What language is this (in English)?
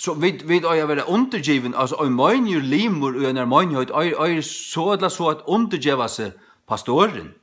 Faroese